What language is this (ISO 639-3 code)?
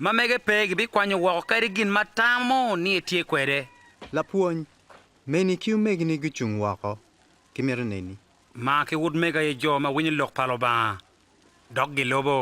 ach